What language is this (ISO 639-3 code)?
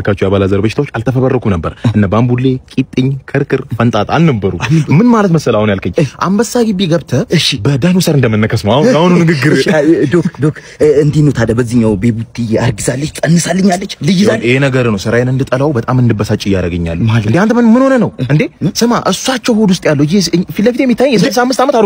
amh